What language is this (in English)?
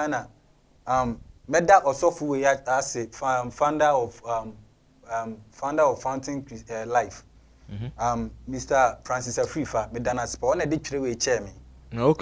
Akan